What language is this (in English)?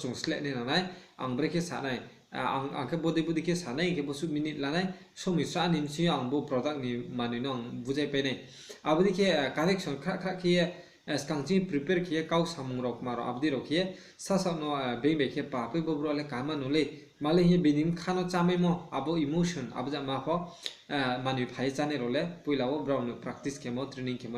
Riang (India)